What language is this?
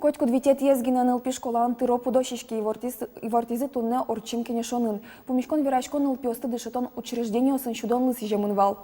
Udmurt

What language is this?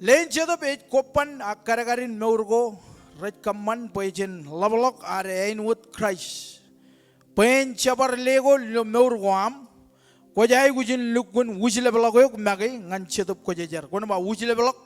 Marshallese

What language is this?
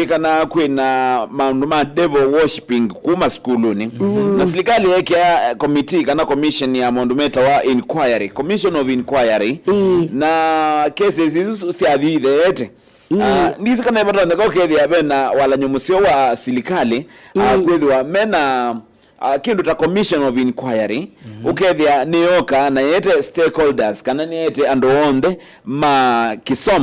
Kamba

